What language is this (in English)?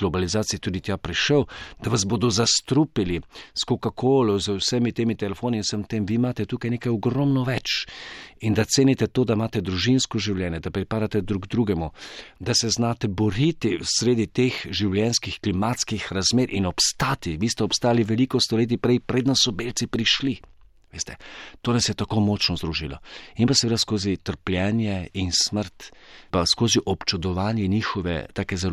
Slovenian